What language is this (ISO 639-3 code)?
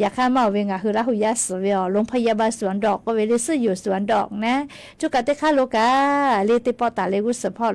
lhu